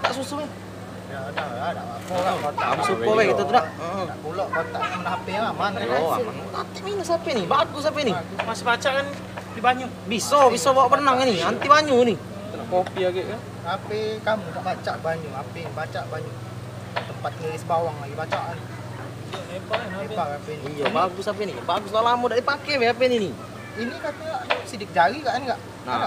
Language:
Musi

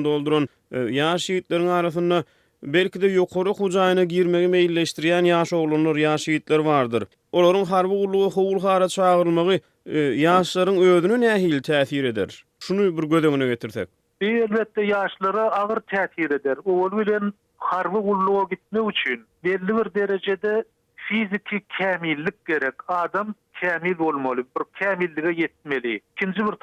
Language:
Turkmen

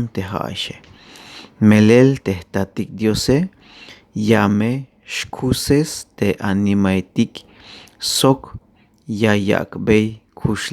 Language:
Tzeltal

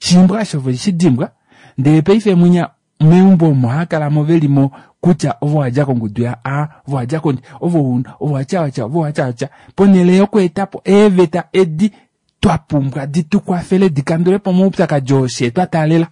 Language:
Kuanyama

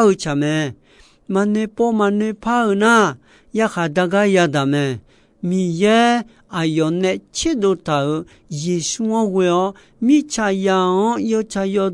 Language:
Akha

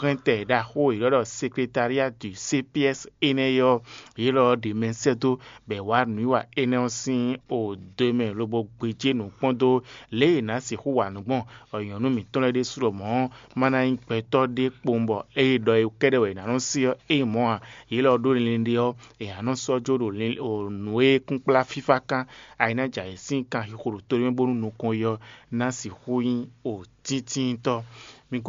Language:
Fon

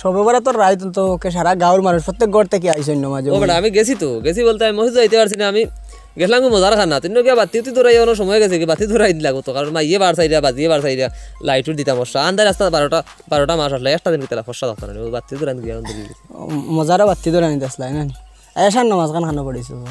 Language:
Sylheti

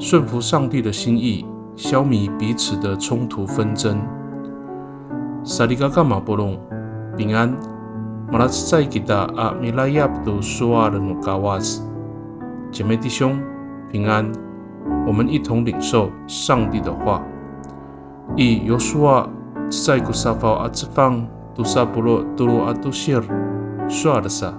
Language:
Amis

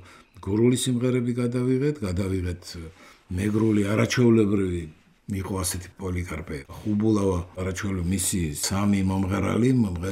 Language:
Georgian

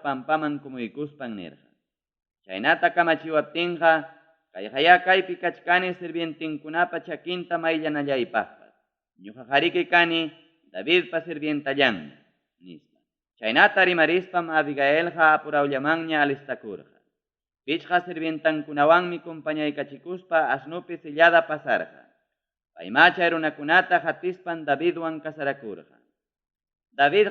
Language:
Ayacucho Quechua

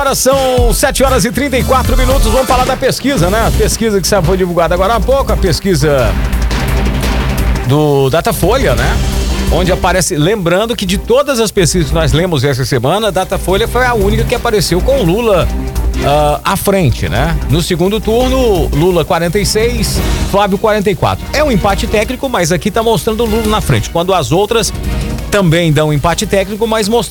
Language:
Portuguese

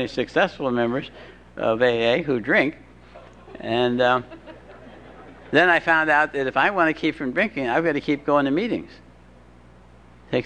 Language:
English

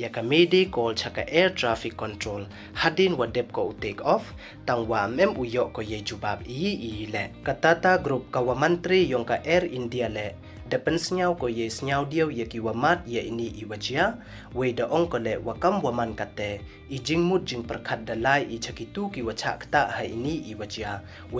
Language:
Pnar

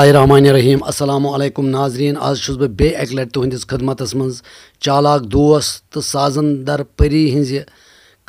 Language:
Kashmiri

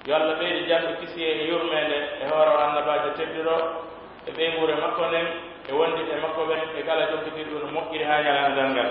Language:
Pular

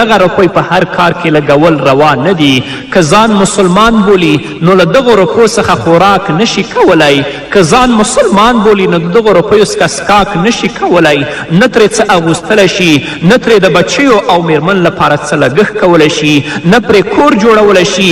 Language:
Pashto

